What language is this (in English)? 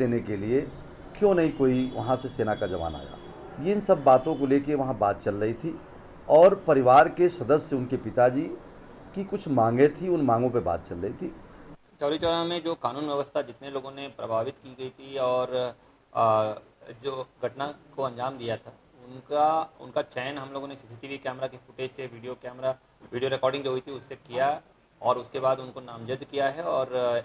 Hindi